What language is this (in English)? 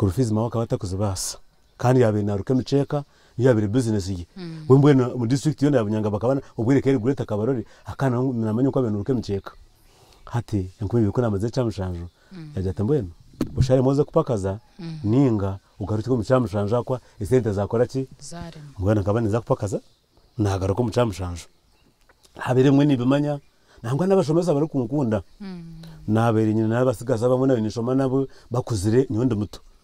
Nyankole